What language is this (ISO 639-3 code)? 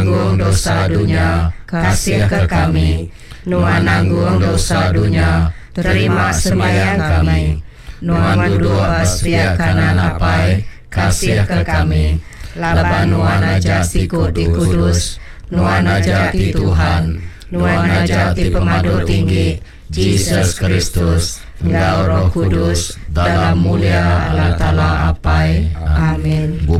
iba